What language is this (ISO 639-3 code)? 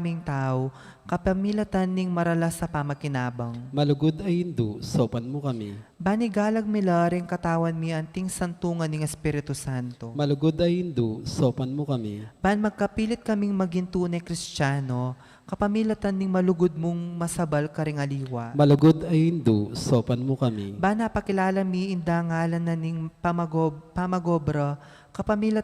pam